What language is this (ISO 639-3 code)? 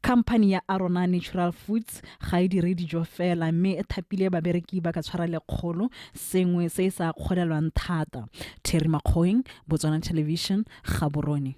tsn